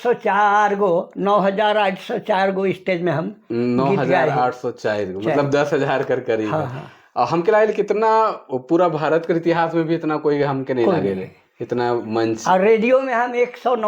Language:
Sadri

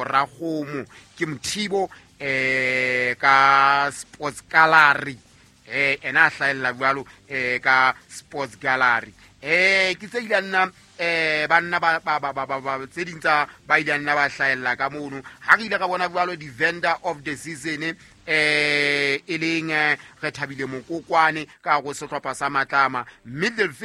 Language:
Southern Sotho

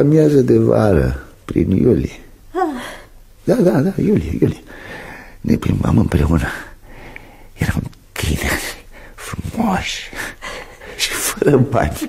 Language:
Romanian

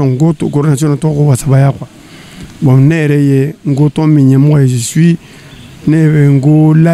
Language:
Bambara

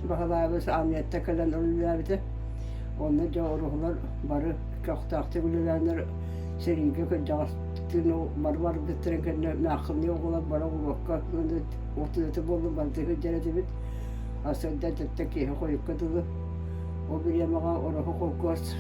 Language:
Yakut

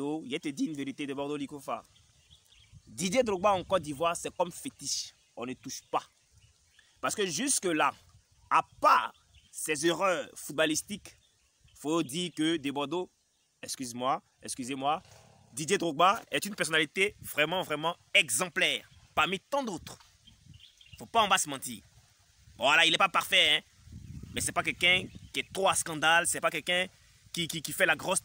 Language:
French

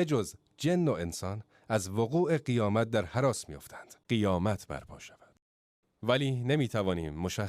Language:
Tajik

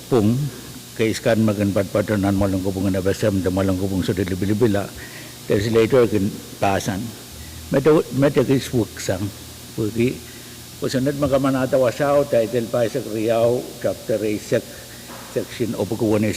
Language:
Pohnpeian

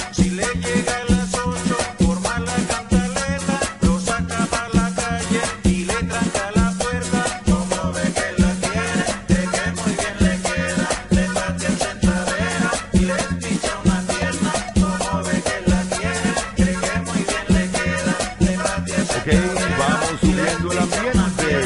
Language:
Spanish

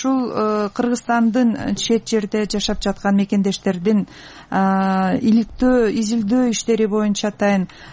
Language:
Kyrgyz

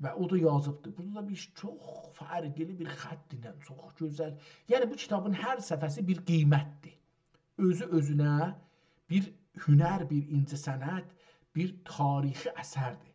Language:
South Azerbaijani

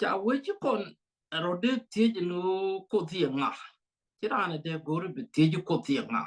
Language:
Nuer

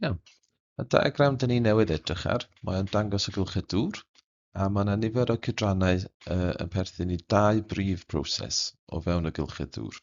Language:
Welsh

